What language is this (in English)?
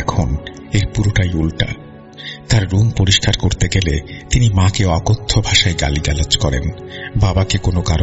Bangla